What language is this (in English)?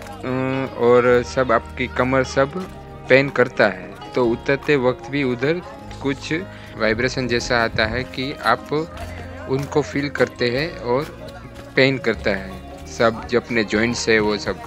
Hindi